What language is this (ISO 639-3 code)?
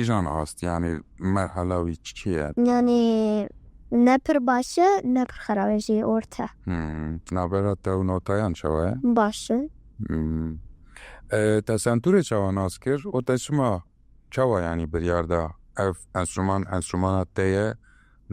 kur